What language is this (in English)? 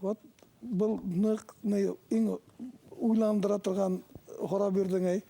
Bashkir